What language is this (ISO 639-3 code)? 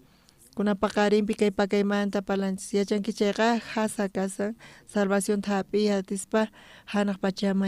quh